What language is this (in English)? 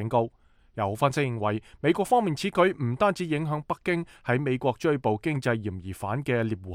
Cantonese